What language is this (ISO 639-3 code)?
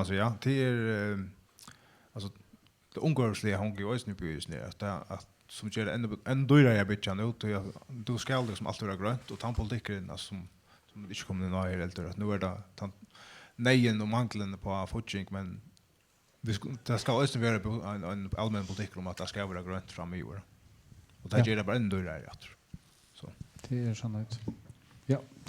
fao